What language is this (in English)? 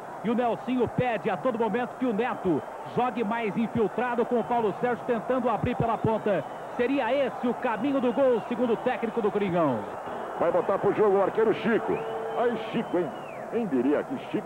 Portuguese